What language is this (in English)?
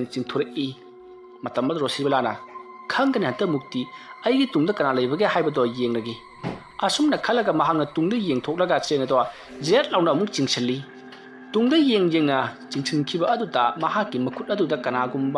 Manipuri